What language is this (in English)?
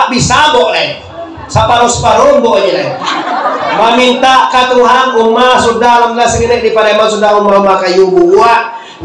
Minangkabau